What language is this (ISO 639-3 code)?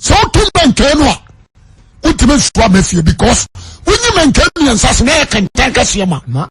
aka